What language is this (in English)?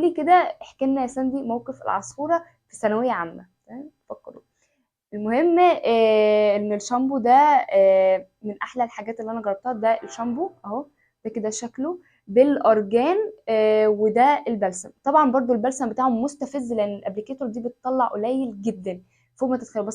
Egyptian Arabic